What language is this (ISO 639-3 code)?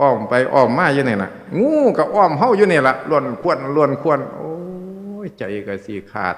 tts